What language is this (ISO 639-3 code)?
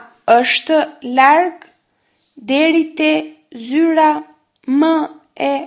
sqi